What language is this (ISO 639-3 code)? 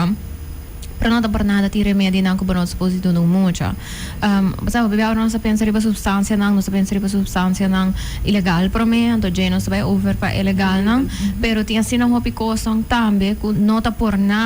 pap